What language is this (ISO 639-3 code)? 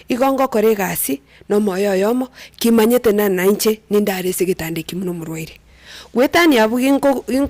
guz